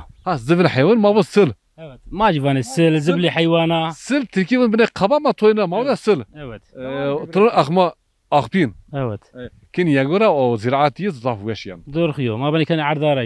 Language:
Zaza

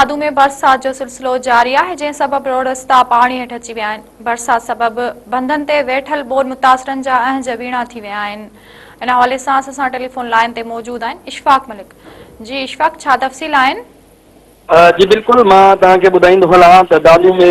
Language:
Sindhi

